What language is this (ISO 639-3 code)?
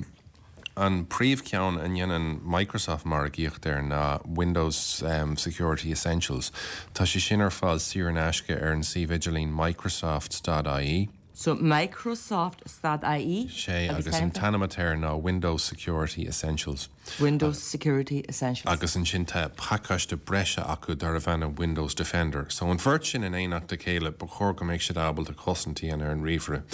gle